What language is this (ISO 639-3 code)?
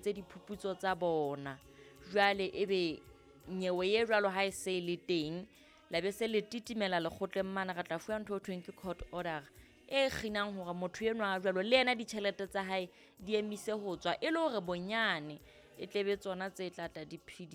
sot